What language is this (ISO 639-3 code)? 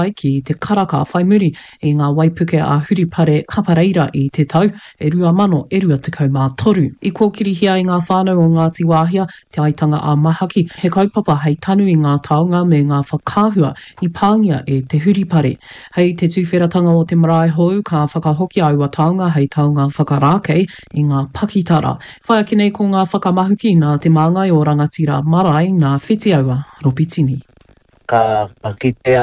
mri